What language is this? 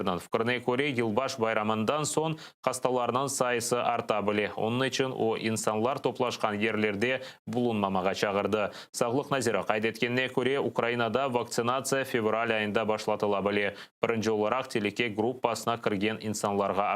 Crimean Tatar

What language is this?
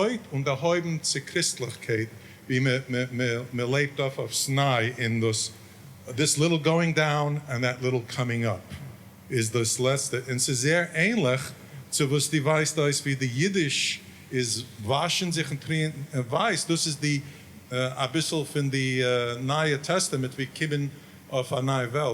Yiddish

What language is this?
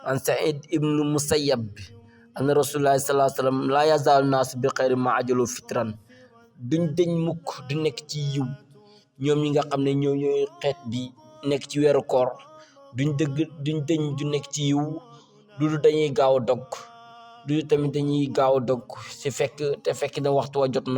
Wolof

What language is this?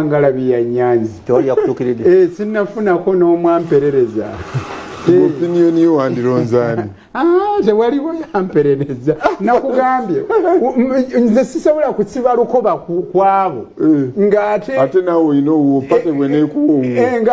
Ganda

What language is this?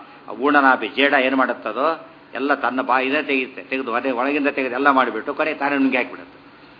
Kannada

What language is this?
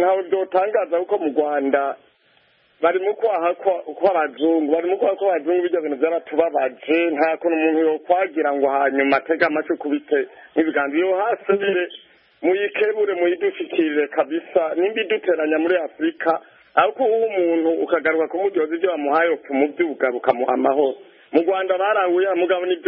Kinyarwanda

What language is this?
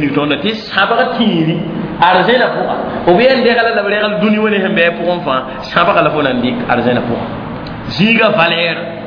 Mossi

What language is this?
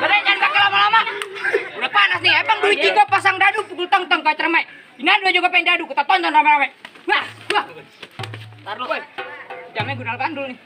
Betawi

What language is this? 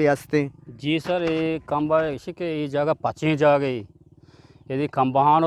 Eastern Balochi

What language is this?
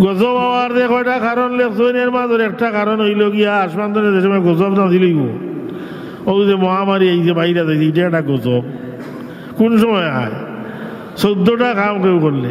Sylheti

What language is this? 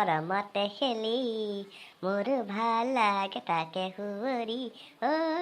Assamese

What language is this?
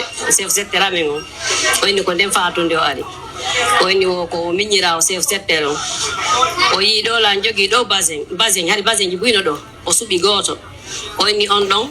Pular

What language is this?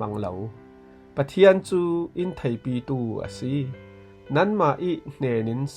Falam Chin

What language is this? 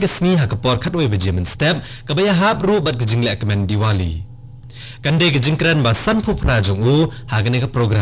Khasi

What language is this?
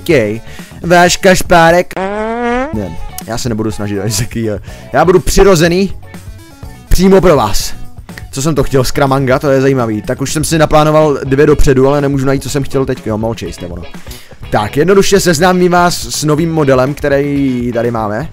Czech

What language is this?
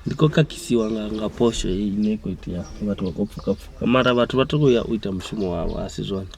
Venda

